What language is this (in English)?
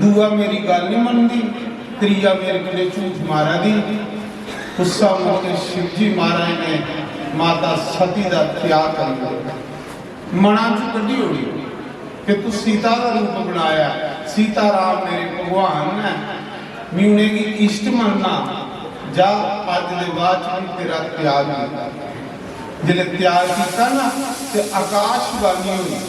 Dogri